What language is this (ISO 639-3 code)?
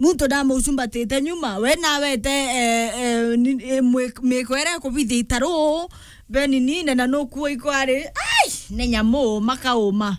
mer